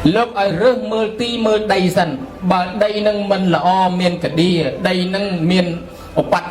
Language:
Khmer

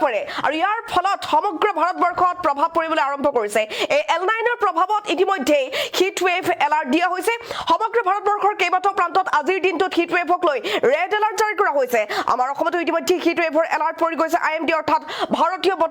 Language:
Assamese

